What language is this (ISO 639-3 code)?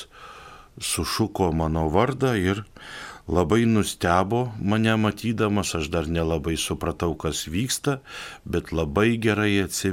lit